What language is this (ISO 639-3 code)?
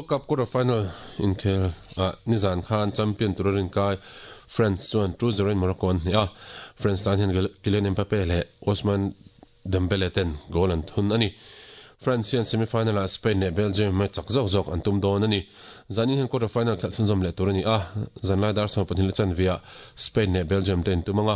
lus